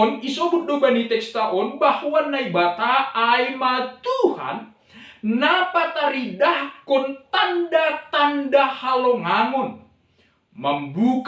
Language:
Batak Simalungun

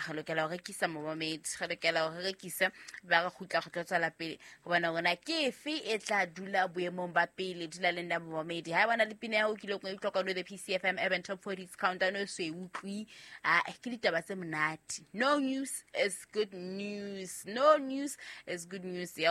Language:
Southern Sotho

